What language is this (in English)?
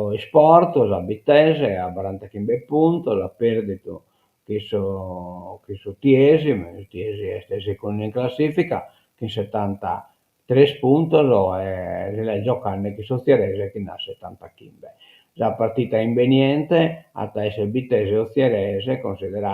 Sardinian